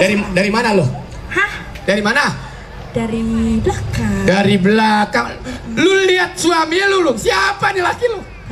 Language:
Betawi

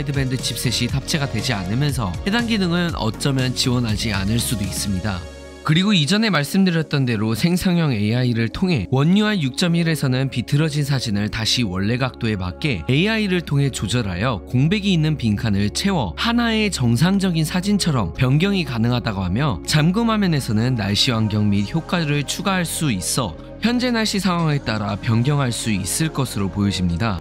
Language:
Korean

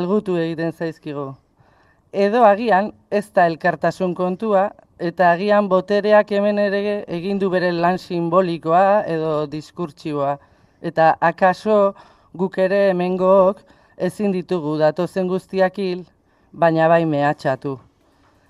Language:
Basque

